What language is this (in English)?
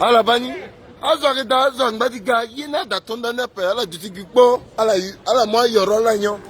Sango